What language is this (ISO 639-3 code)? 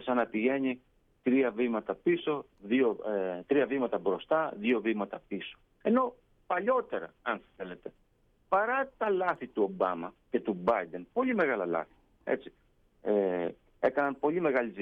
ell